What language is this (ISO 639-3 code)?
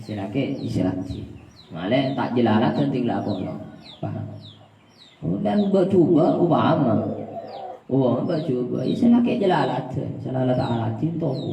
mad